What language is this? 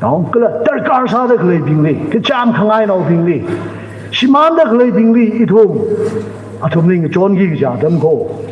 Tangkhul Naga (India)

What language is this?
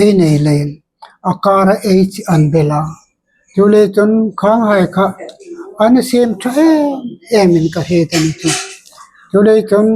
Hmar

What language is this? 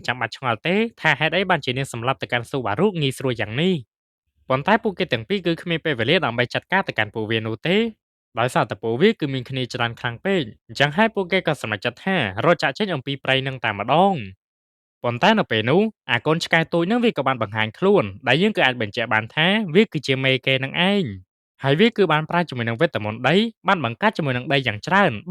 Khmer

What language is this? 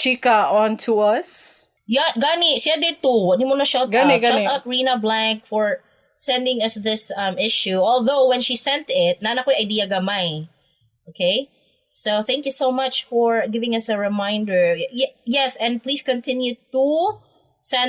Cebuano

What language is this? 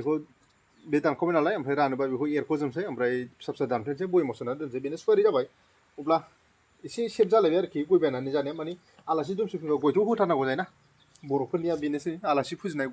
Bodo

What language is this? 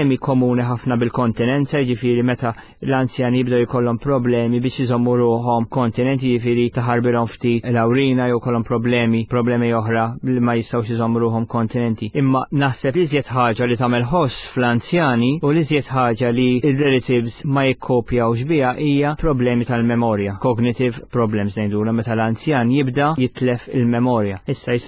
Maltese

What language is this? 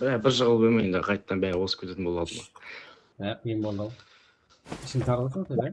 Kara-Kalpak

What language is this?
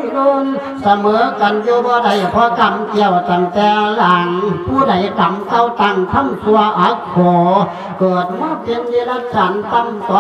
Lao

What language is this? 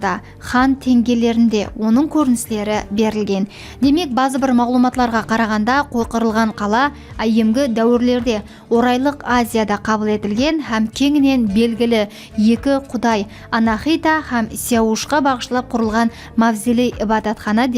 Kara-Kalpak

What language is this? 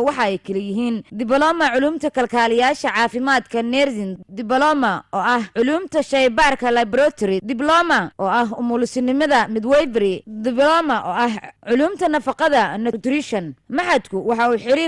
Somali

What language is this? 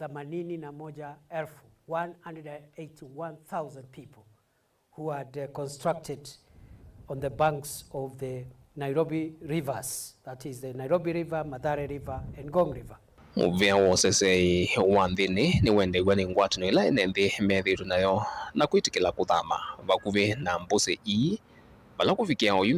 Kamba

